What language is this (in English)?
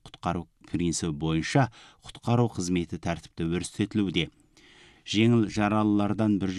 Kazakh